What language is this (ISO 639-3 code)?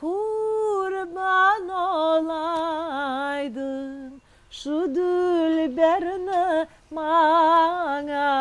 crh